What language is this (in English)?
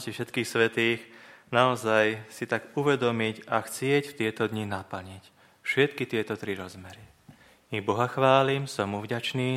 Slovak